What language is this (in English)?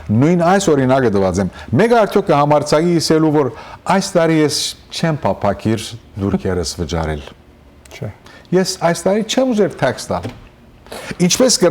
Western Armenian